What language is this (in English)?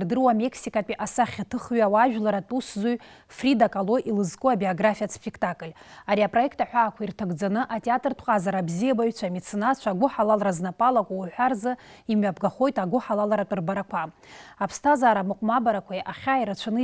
Abkhazian